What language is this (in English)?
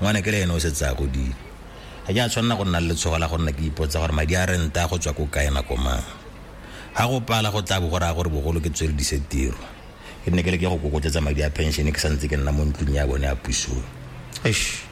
Tswana